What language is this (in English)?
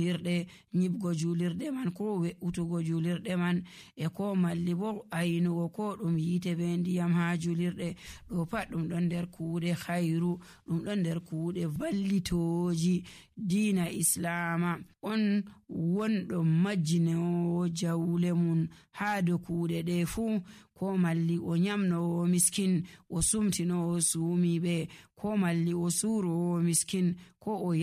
Nigerian Fulfulde